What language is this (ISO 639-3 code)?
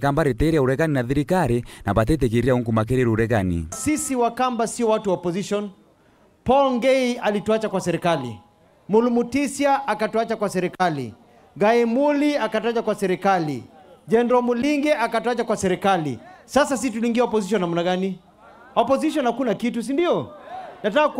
mer